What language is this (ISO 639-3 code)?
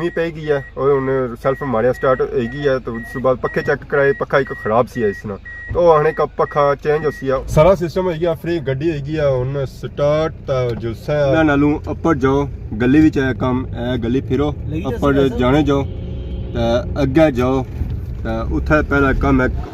phr